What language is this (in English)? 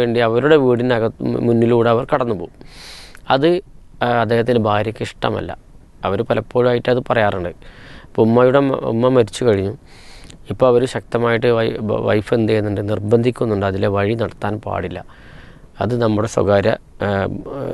Malayalam